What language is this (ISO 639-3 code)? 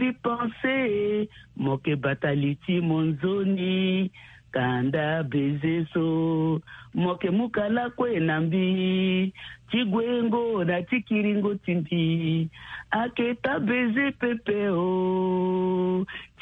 sag